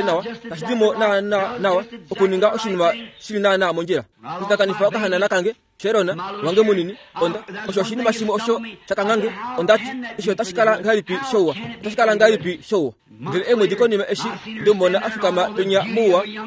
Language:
Kuanyama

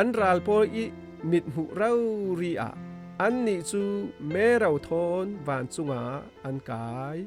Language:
Falam Chin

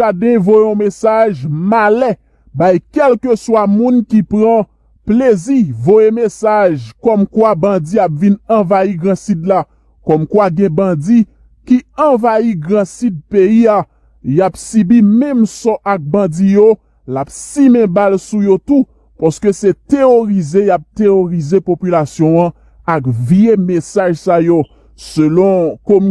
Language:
Haitian Creole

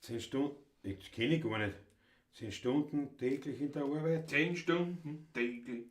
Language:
Bavarian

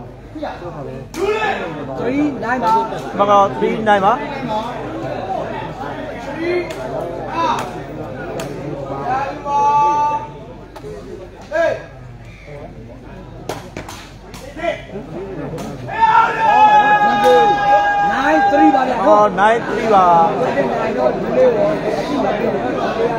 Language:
Burmese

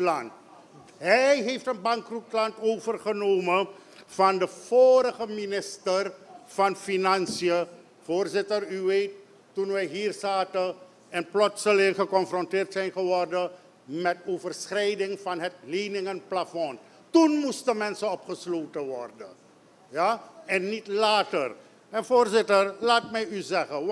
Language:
Dutch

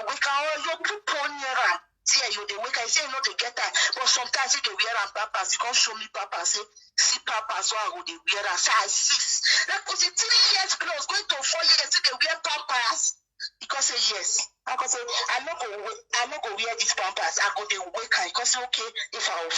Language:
Nigerian Pidgin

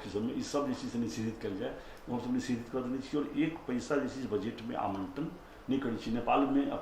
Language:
Maithili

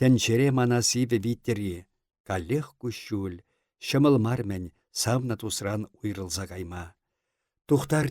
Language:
Chuvash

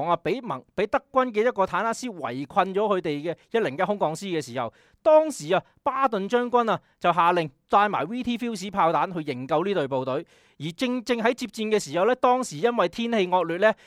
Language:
Cantonese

